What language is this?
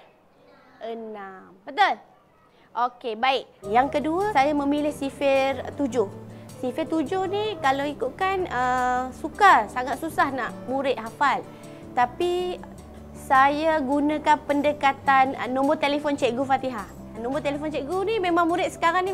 Malay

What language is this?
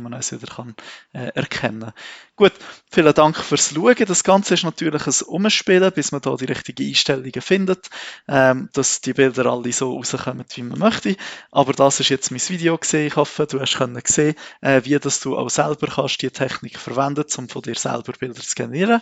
Swiss German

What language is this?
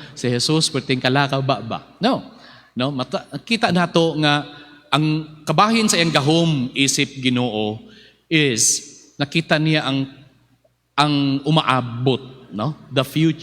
Cebuano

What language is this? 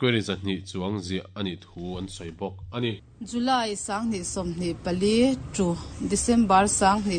Mizo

